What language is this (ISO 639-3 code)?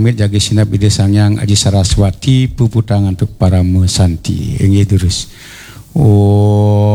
ban